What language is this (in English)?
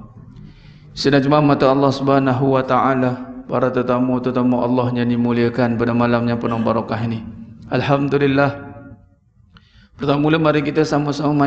Malay